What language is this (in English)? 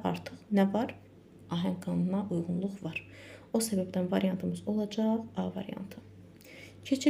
Azerbaijani